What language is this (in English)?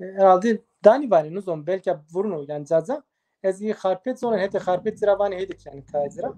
Zaza